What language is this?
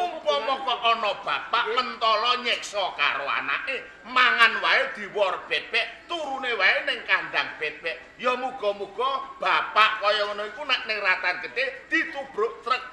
Javanese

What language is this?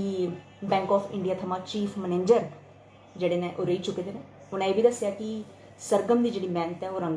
Dogri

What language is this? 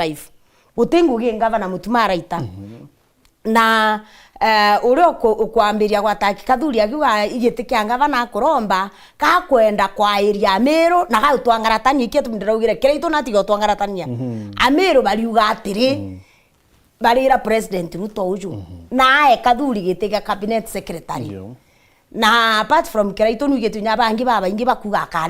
Meru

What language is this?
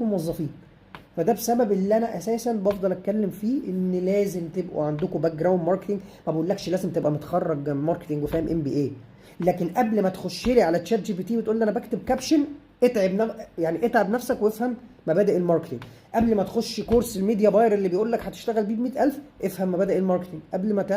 Egyptian Arabic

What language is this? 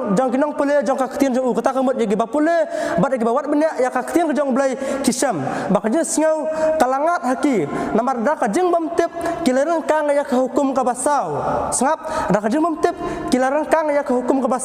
Khasi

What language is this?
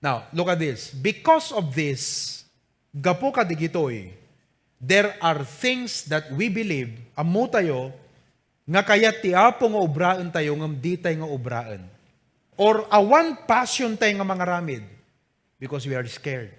Iloko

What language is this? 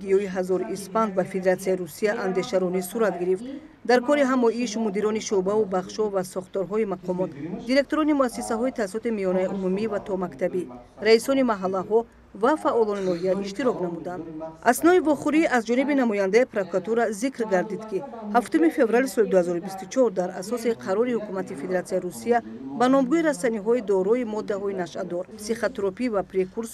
Tajik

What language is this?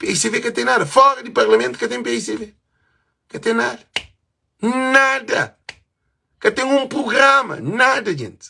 Kabuverdianu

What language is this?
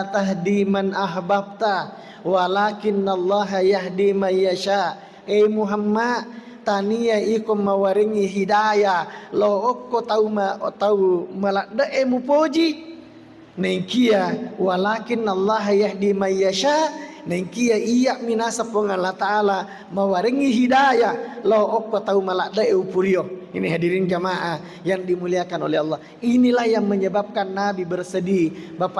Buginese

